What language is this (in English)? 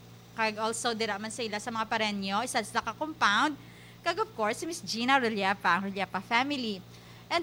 Hiligaynon